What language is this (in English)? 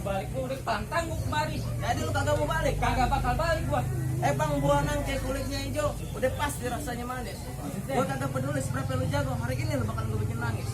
Betawi